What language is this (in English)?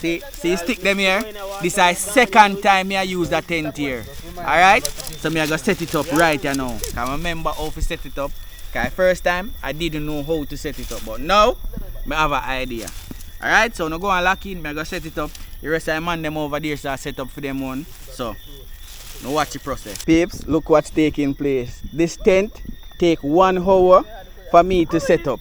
Jamaican Creole English